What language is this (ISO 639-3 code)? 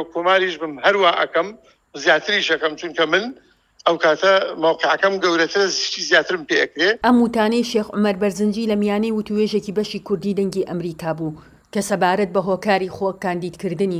ckb